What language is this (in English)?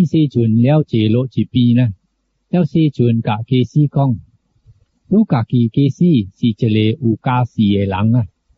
Min Nan Chinese